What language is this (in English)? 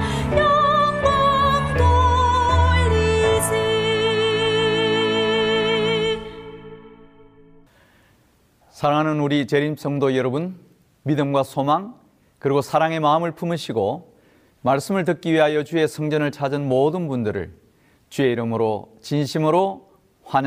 Korean